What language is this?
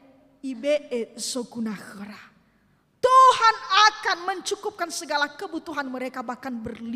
Nias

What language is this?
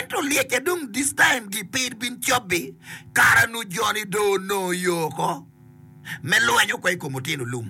Acoli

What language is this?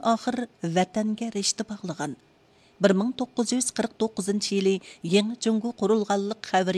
Uyghur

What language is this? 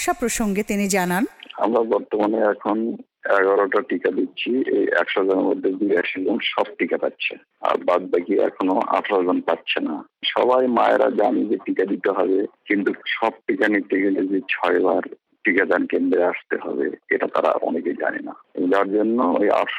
Bangla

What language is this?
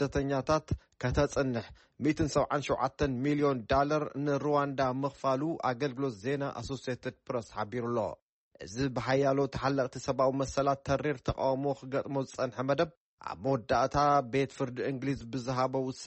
Tigrinya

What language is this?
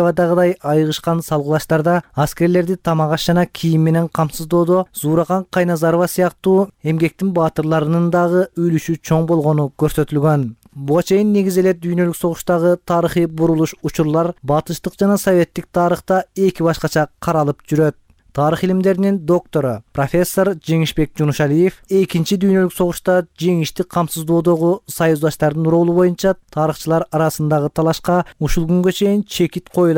Kyrgyz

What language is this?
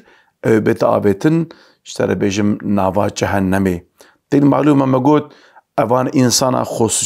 Kurdish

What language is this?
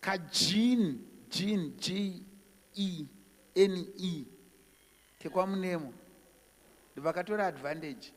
Shona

